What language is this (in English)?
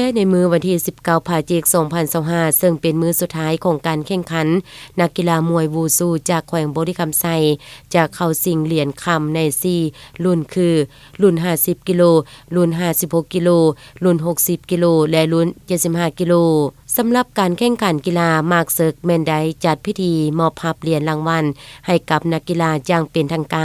Lao